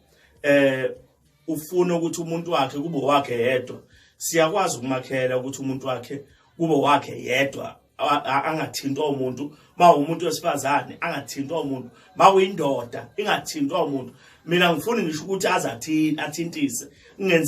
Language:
Zulu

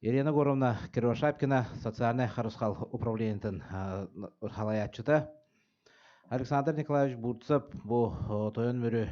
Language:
Yakut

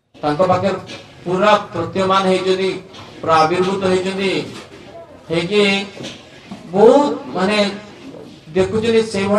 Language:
Odia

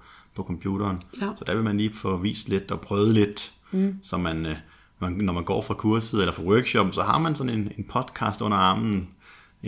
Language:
Danish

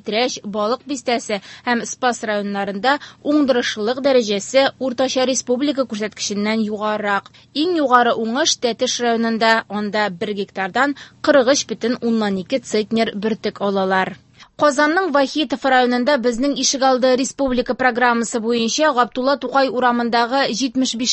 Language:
Tatar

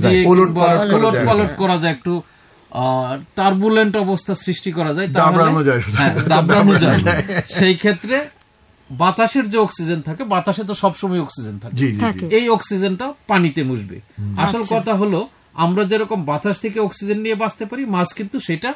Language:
Bangla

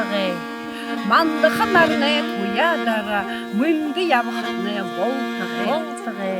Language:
Buriat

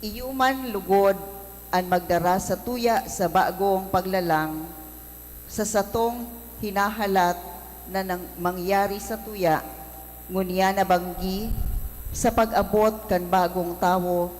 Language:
Bikol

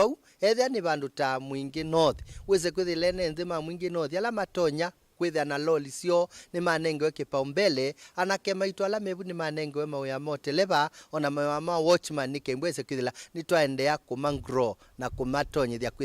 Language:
Kamba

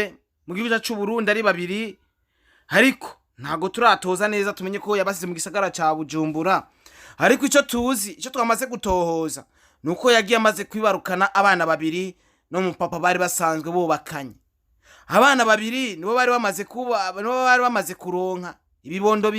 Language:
Rundi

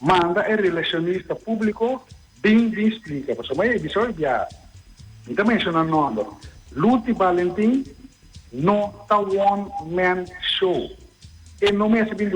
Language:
Papiamento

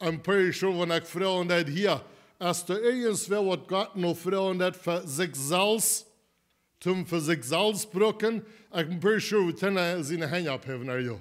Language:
Plautdietsch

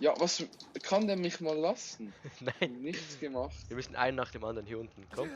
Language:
Swiss German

